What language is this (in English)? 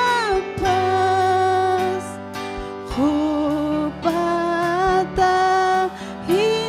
Ayacucho Quechua